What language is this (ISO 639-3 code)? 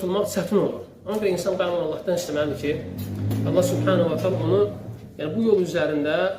aze